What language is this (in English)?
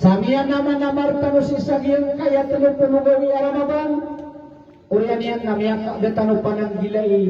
Maranao